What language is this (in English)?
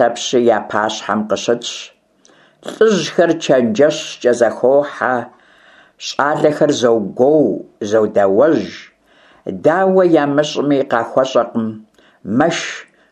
Kabardian